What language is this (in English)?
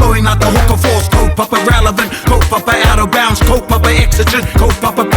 Māori